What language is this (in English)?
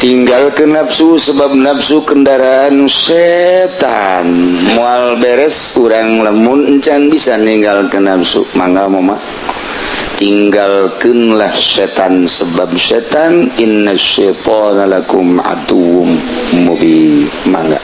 Sundanese